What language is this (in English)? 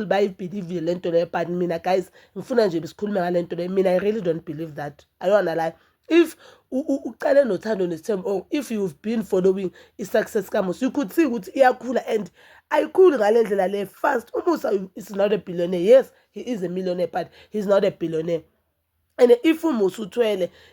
Zulu